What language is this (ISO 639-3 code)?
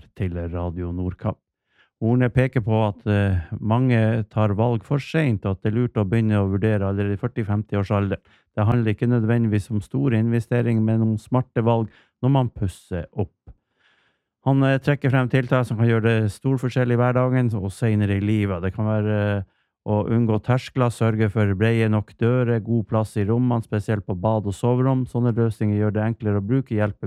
nor